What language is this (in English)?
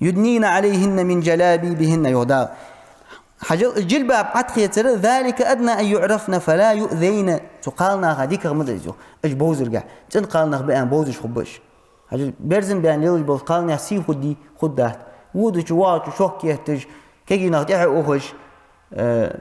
Ingush